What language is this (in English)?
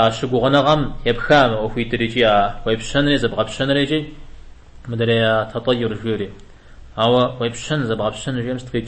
Kabardian